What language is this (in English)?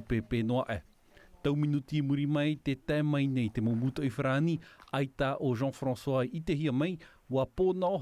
Tahitian